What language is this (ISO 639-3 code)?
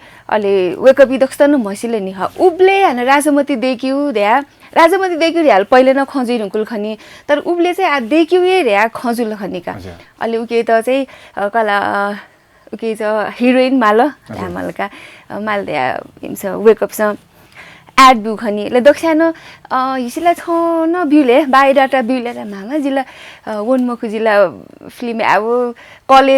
new